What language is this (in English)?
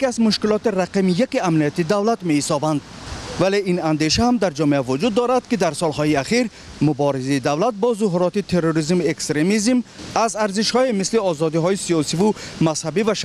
Tajik